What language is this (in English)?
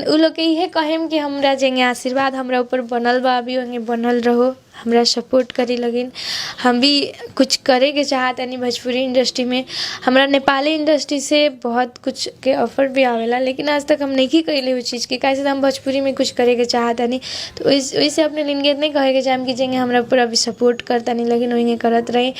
Bhojpuri